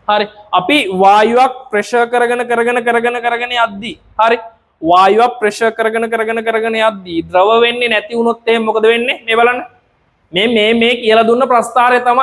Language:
Sinhala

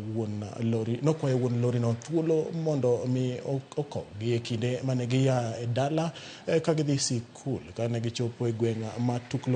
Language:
Luo (Kenya and Tanzania)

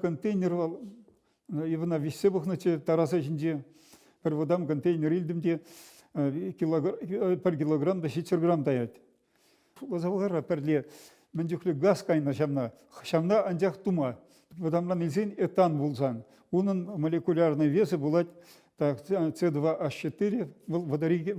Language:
Chuvash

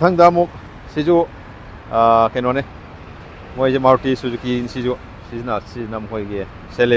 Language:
Manipuri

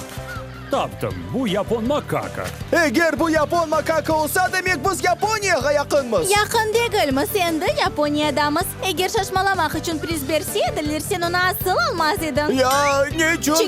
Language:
Crimean Tatar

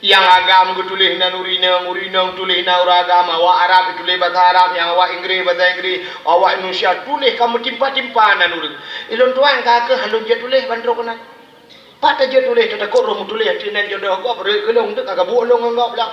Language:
Achinese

